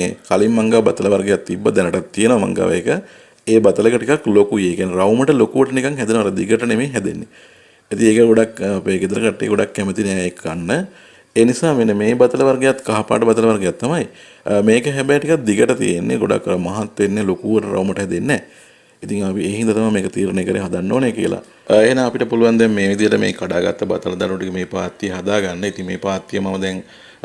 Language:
Sinhala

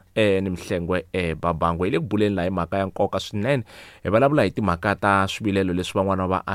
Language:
Tsonga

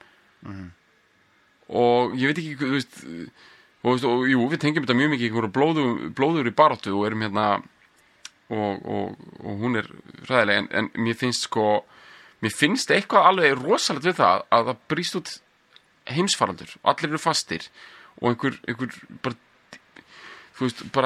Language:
Icelandic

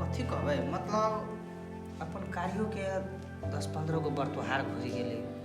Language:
Maithili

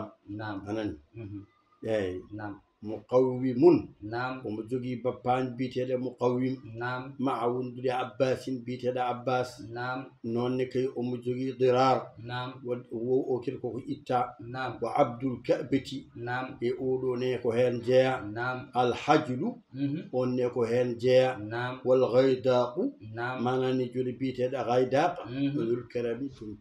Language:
Fula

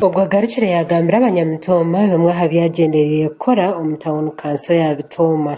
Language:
Nyankole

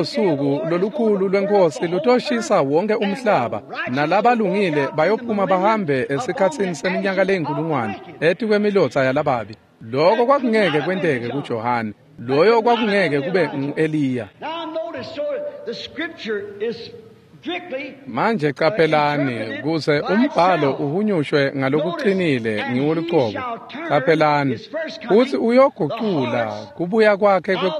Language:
Swati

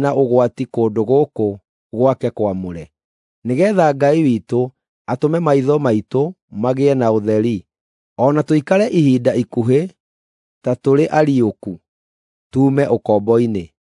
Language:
Kikuyu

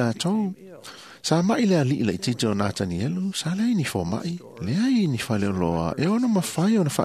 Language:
Samoan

